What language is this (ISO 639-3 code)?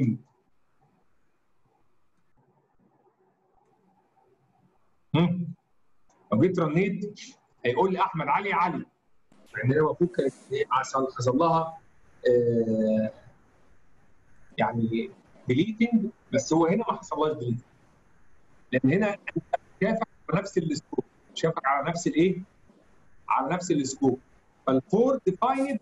arz